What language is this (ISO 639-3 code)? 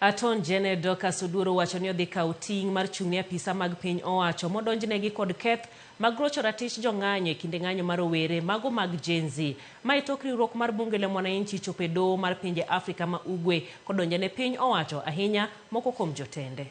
luo